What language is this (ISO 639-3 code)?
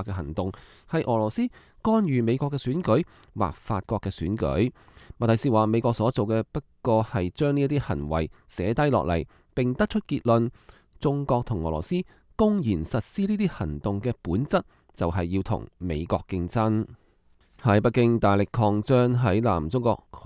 yue